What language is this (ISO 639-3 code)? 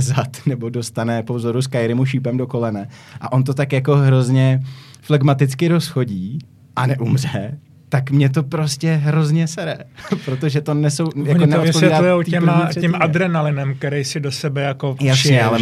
ces